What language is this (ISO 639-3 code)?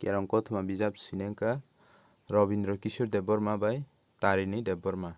trp